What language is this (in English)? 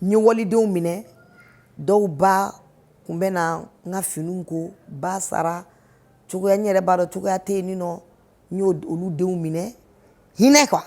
Bambara